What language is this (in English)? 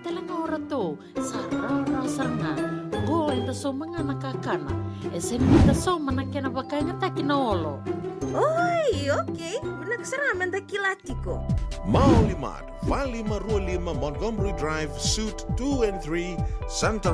Fijian